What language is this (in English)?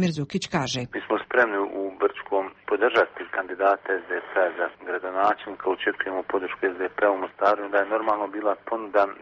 Bosnian